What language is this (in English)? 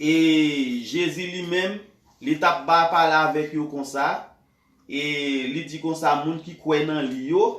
Haitian Creole